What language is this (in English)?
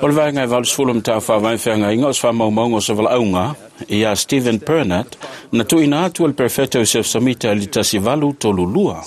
Samoan